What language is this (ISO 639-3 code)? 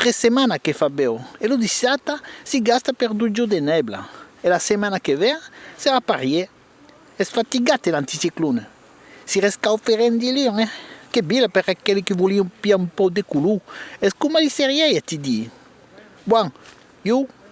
oci